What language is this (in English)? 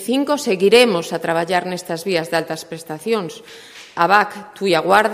Galician